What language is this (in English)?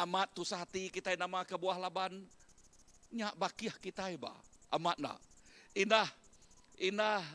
Iban